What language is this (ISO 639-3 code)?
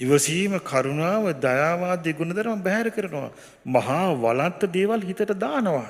sin